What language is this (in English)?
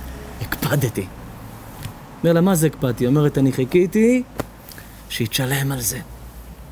Hebrew